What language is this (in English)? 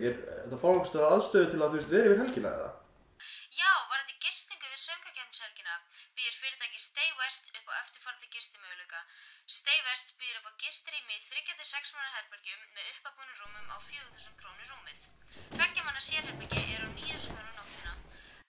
Icelandic